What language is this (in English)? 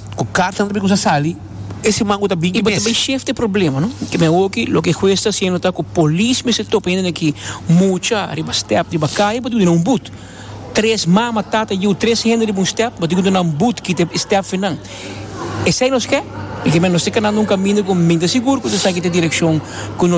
Papiamento